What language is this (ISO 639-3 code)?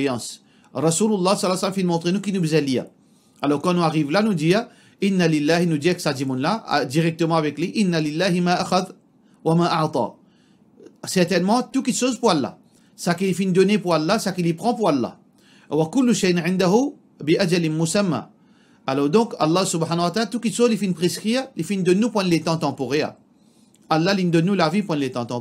mfe